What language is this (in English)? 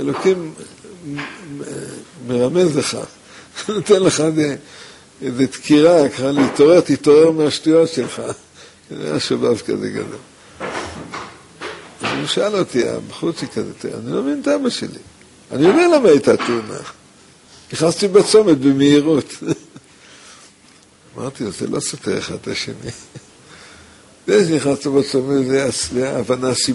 Hebrew